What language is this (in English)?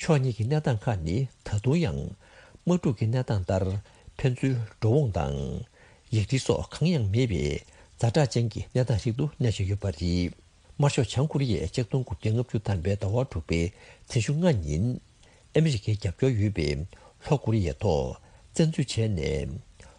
Tibetan